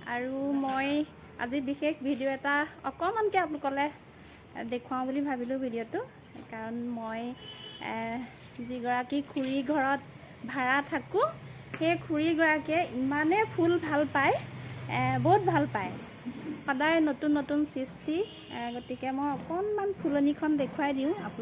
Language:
Assamese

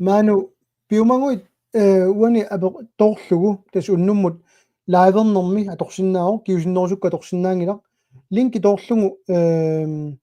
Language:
Kalaallisut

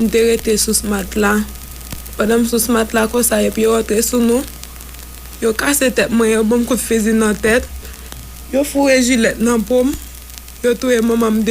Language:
Haitian Creole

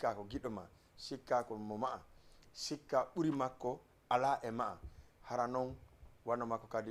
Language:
Fula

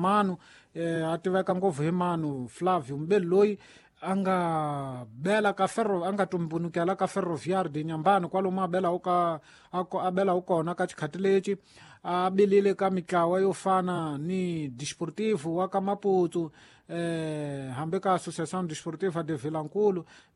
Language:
Tsonga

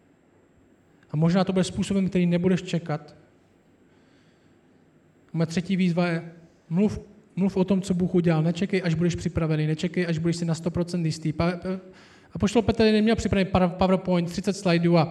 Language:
Czech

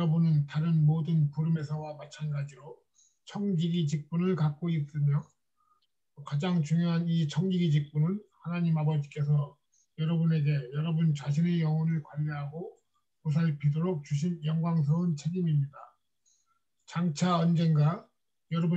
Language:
Korean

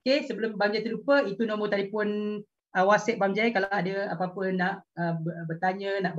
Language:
Malay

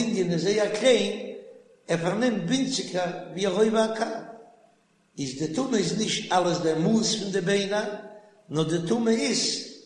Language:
Yiddish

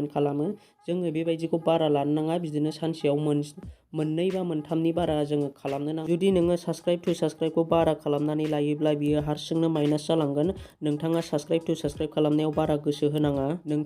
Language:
Bodo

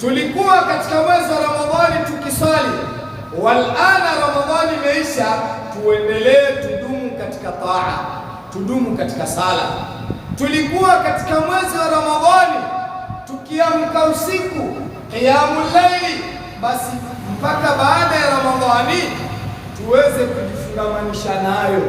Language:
Swahili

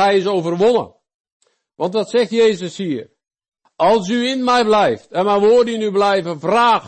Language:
Dutch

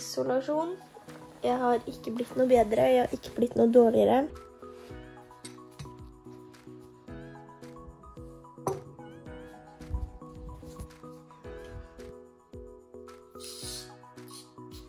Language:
Norwegian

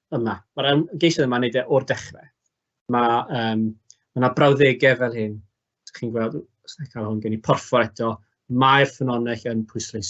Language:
Welsh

